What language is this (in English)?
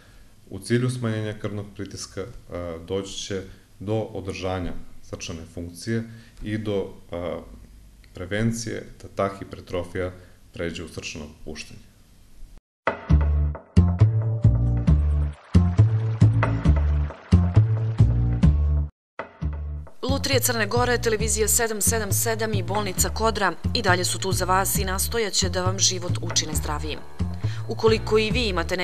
Serbian